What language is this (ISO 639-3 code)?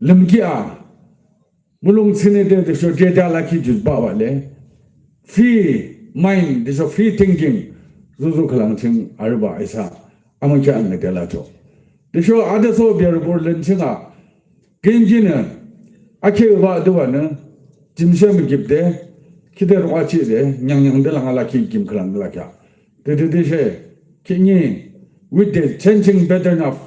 yim